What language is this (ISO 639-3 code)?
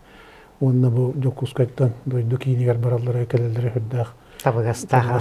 sah